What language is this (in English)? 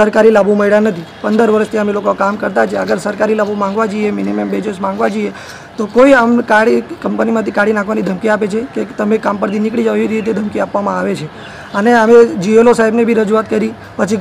Gujarati